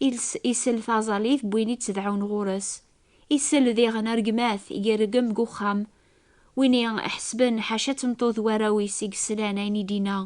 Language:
Kabyle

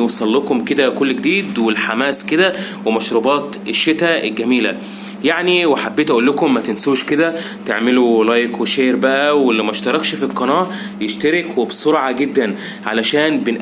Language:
Egyptian Arabic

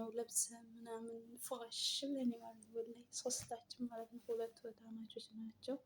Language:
Amharic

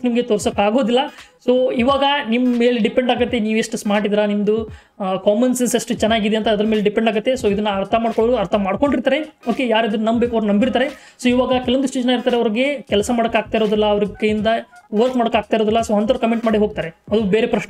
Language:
Kannada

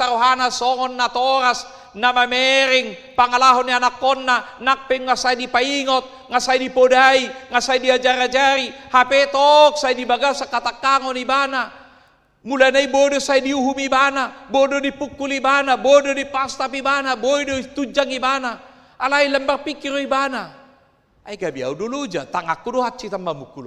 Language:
Batak Toba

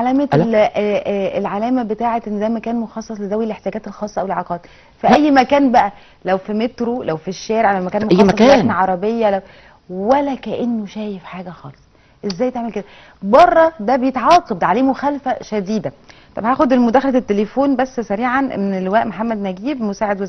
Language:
Egyptian Arabic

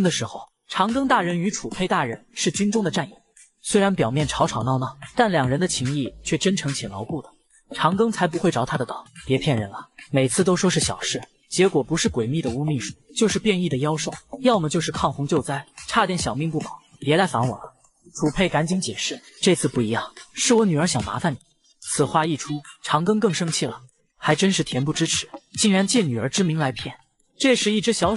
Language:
Chinese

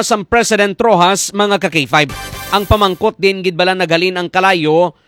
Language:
Hiligaynon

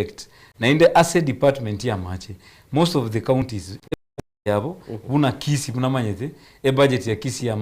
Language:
Gusii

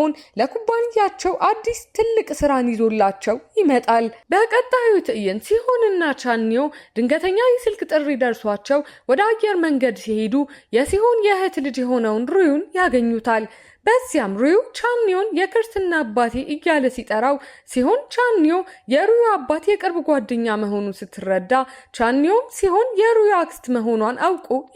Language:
Amharic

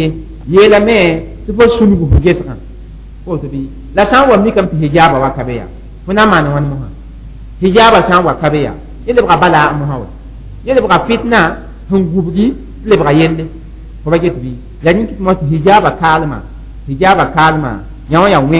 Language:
Mossi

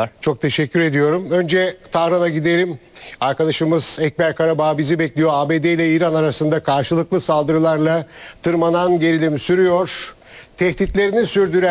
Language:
Turkish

